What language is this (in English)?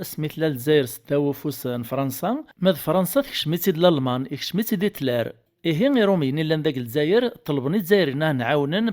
Kabyle